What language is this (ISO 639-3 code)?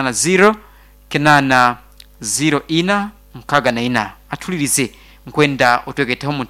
nyn